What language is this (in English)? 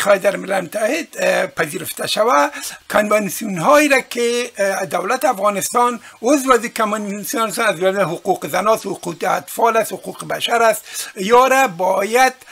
Persian